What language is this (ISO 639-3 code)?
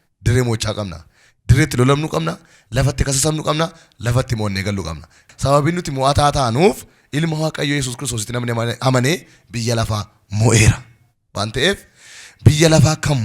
orm